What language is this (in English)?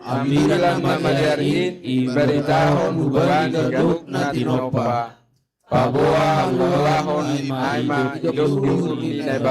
Batak Simalungun